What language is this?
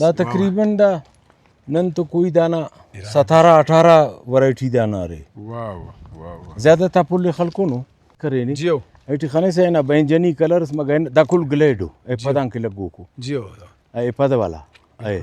Brahui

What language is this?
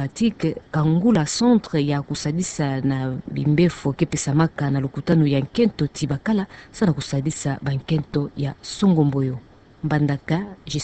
Kituba (Democratic Republic of Congo)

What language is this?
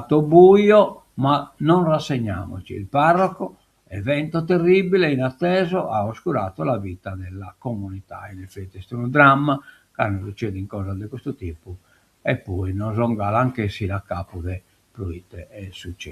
Sardinian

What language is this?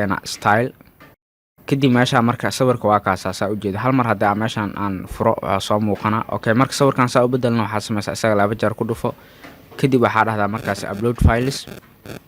Somali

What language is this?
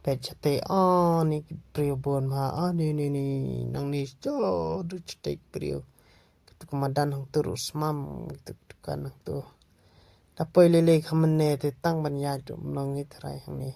Khasi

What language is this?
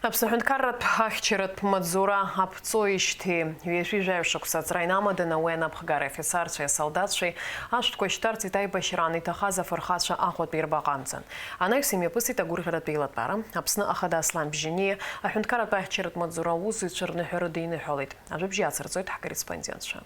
Abkhazian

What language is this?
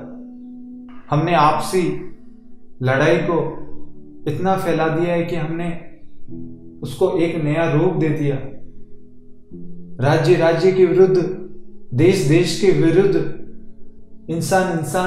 Hindi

